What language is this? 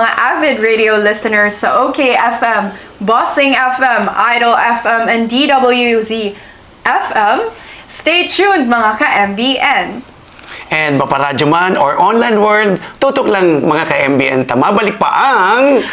Bikol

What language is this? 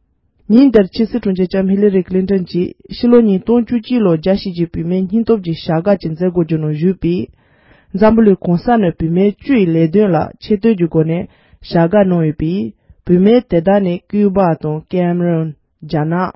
Tibetan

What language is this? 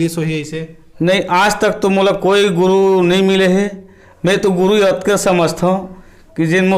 Chhattisgarhi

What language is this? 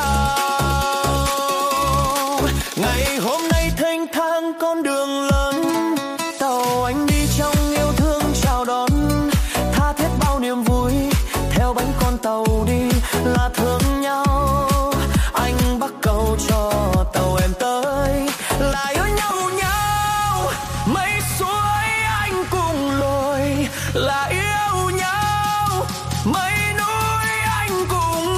Vietnamese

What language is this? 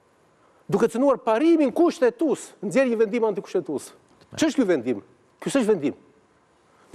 Albanian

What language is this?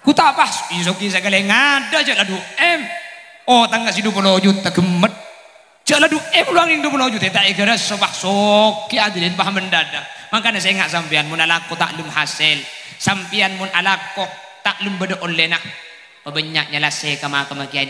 Madurese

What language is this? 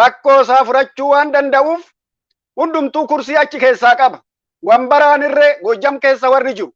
Oromo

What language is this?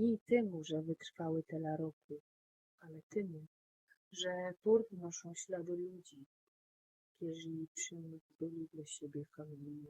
Silesian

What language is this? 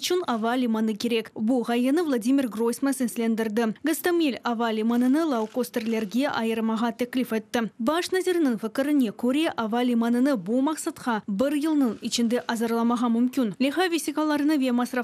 Crimean Tatar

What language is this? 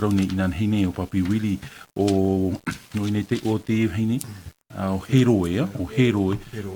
Tahitian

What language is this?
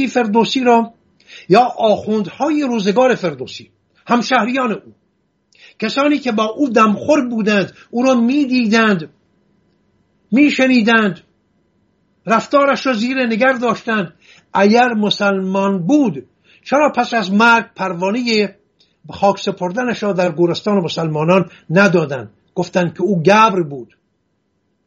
Persian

